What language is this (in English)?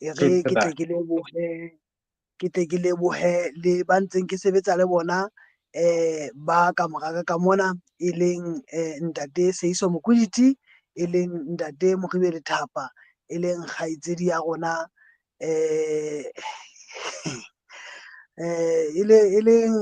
Southern Sotho